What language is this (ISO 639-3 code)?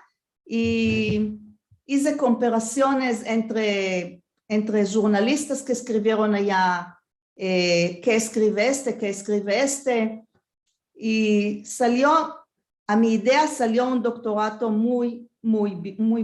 lad